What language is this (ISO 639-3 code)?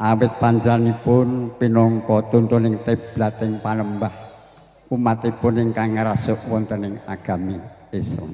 jav